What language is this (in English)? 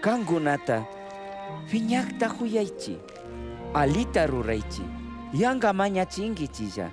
Chimborazo Highland Quichua